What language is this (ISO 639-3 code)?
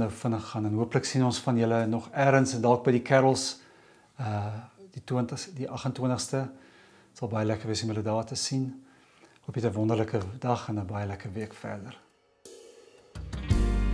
afr